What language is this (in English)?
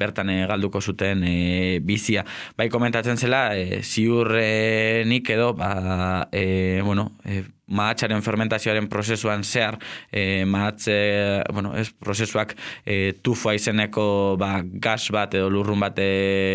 Basque